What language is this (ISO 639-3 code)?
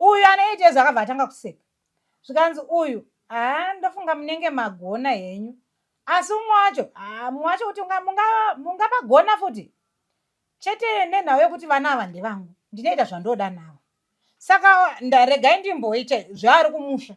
sna